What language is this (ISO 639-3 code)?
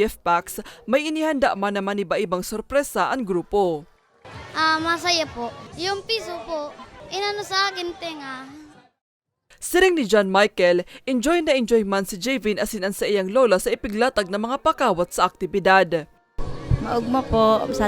bik